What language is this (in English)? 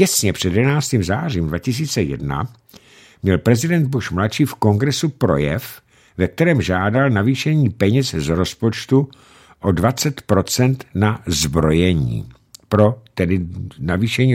Czech